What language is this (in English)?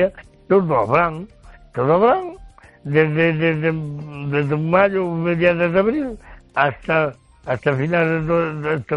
Galician